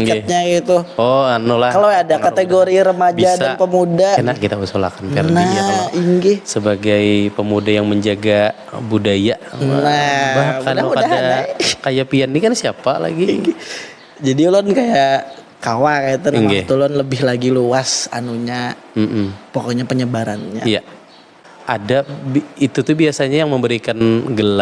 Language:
Banjar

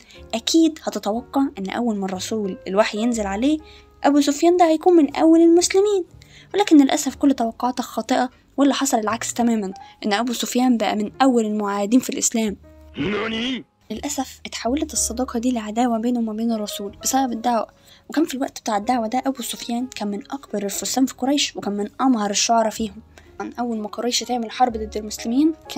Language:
Egyptian Arabic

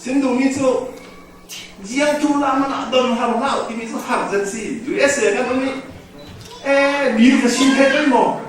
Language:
Falam Chin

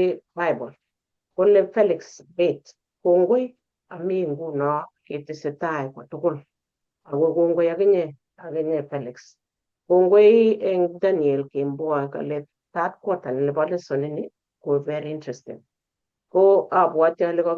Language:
Kalenjin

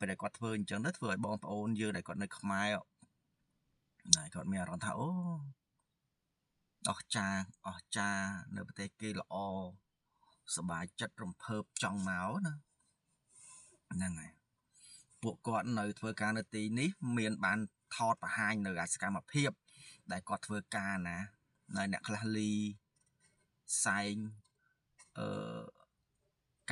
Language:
Khmer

